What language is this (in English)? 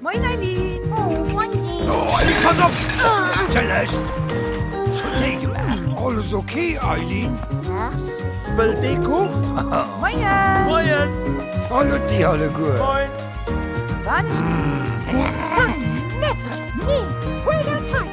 Luxembourgish